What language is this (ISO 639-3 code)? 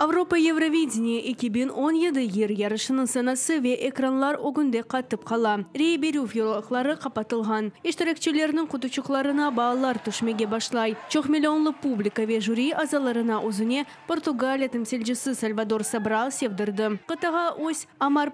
crh